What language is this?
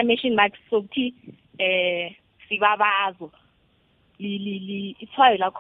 South Ndebele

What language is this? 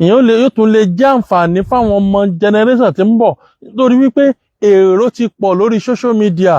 Yoruba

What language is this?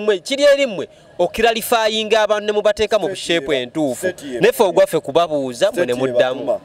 Ganda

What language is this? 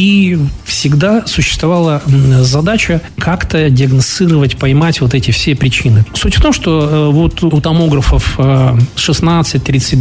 Russian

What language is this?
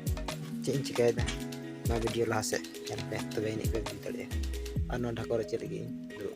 Santali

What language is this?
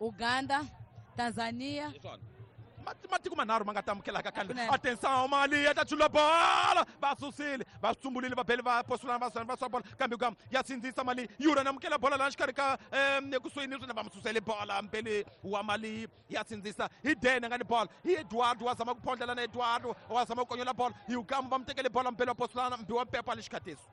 Tsonga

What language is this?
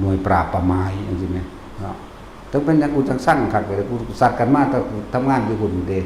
Northeastern Thai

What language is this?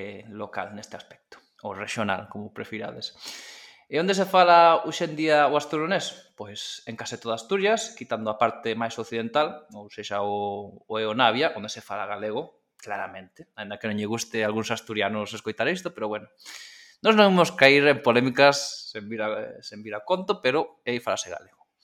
Galician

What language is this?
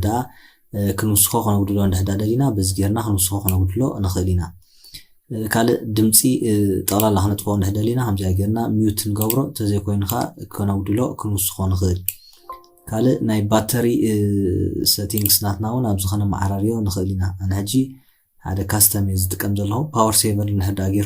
Tigrinya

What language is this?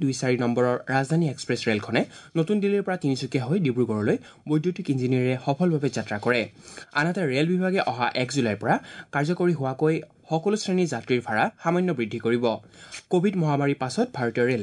Assamese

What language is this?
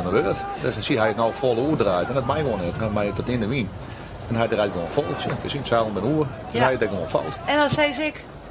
Western Frisian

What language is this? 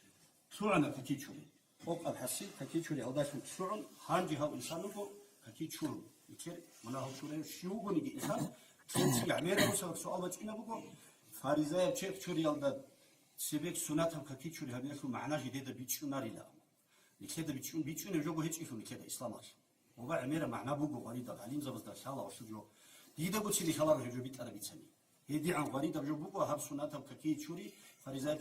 Avaric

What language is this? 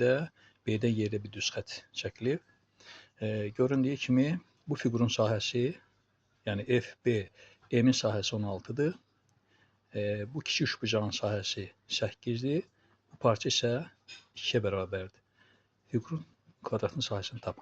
Azerbaijani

